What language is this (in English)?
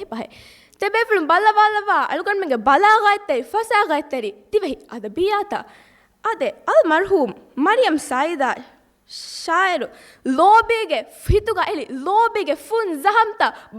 Divehi